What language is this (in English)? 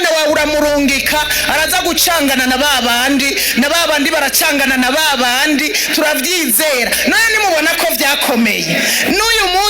Rundi